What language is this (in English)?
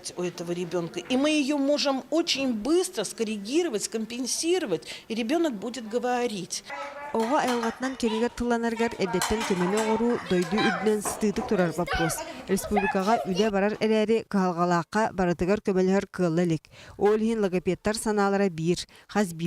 Yakut